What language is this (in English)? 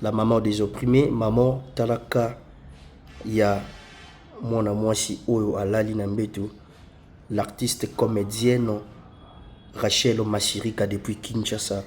Lingala